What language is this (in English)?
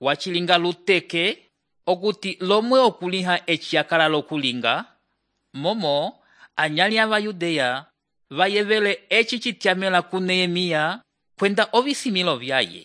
Umbundu